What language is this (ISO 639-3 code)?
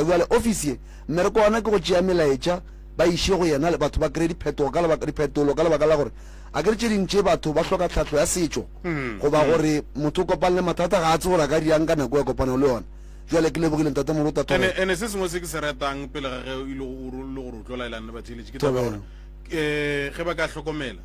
nso